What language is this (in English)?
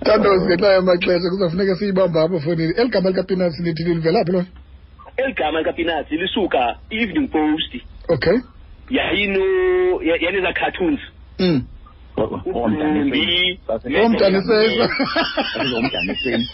Xhosa